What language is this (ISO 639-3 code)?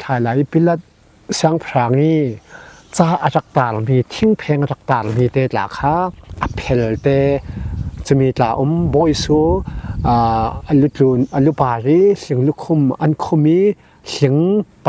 cfm